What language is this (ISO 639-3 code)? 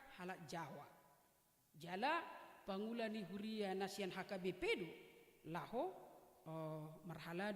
bbc